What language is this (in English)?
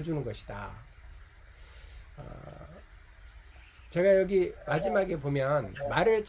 Korean